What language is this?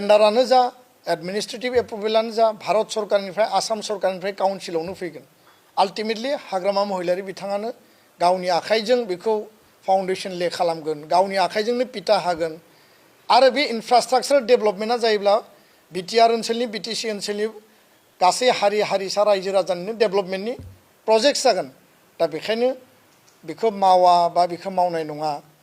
Bodo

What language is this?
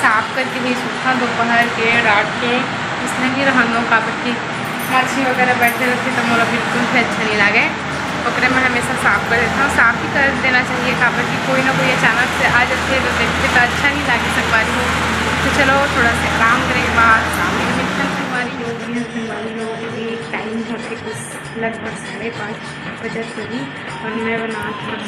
Chhattisgarhi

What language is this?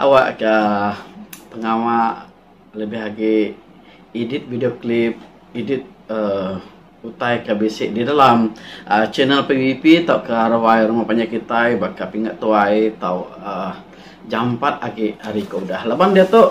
Iban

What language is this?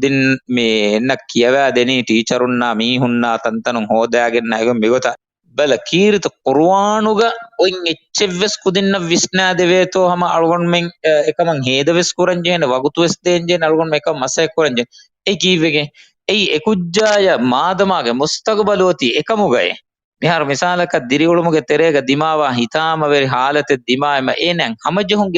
Divehi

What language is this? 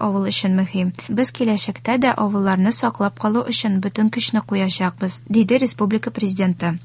Tatar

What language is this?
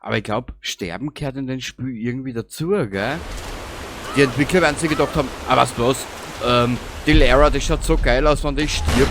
Bavarian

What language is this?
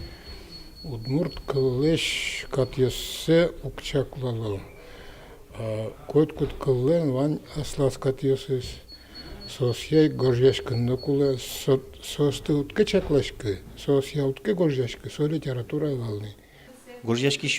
Udmurt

